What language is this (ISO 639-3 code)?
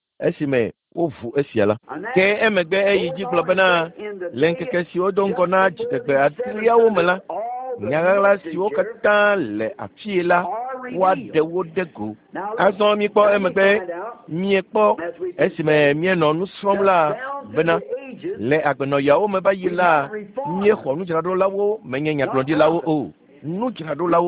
ewe